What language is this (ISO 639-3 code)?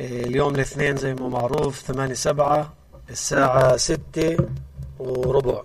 apc